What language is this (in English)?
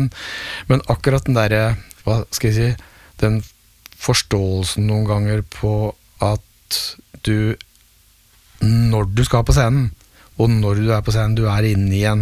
Norwegian